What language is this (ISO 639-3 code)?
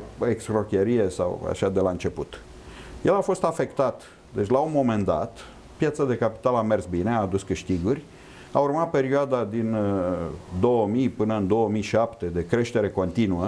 ron